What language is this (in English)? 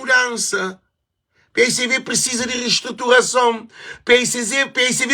Kabuverdianu